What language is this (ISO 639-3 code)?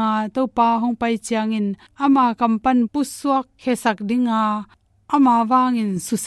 ctd